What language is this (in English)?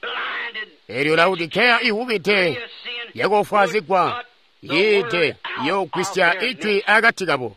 Tonga (Zambia)